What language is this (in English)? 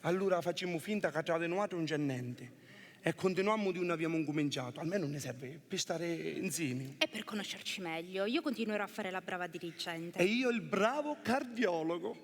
Sicilian